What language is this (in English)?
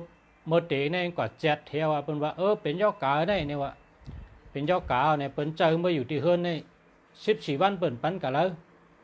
Shan